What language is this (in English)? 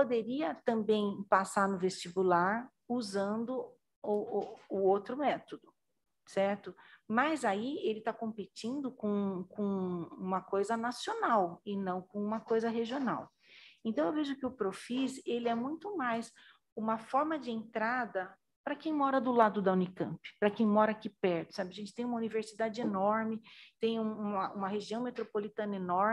Portuguese